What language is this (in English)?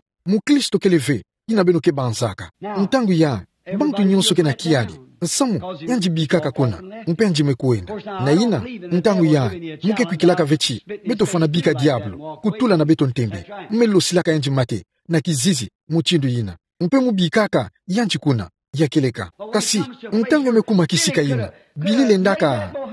Kituba (Democratic Republic of Congo)